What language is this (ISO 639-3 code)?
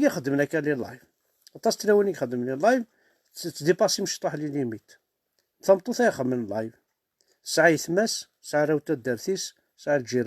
kab